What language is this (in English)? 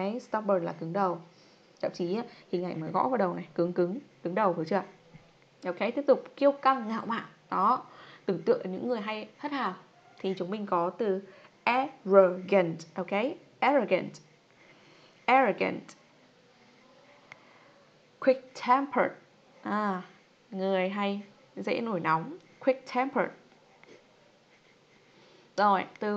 Vietnamese